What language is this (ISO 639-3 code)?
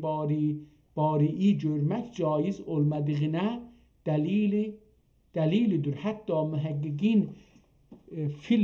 azb